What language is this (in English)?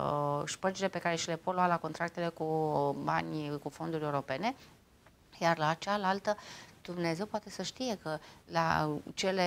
Romanian